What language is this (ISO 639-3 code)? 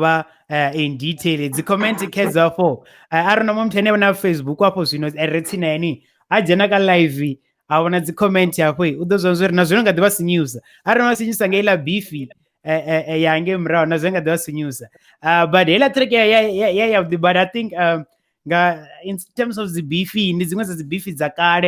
ven